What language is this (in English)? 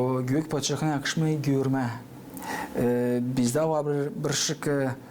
Gagauz